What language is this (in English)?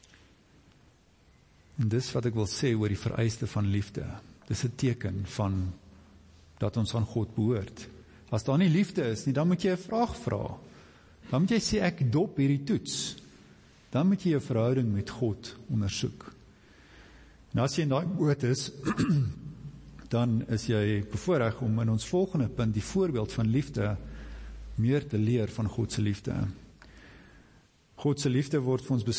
Afrikaans